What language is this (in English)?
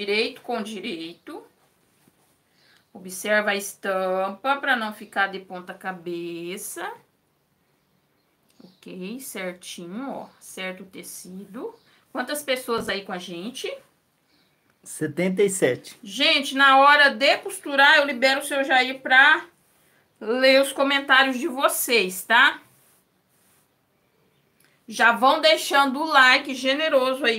Portuguese